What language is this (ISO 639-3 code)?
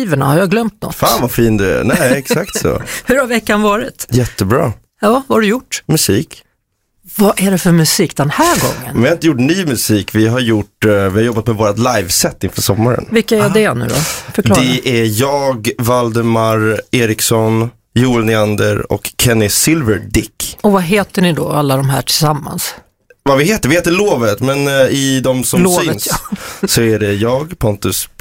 swe